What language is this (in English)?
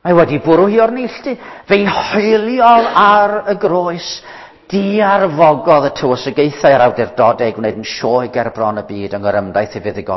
Welsh